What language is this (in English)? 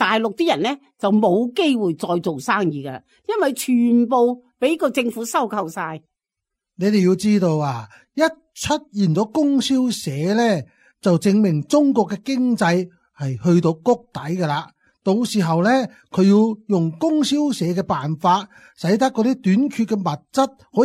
Cantonese